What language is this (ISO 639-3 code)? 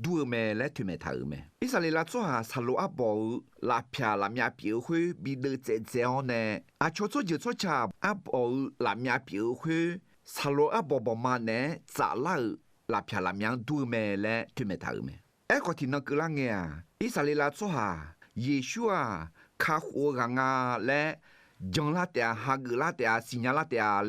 ahk